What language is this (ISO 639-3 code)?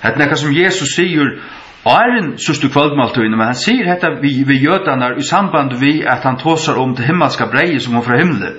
fao